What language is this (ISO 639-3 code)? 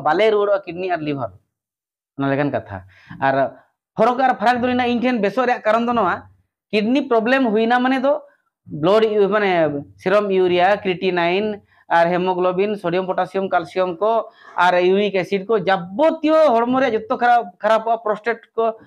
sat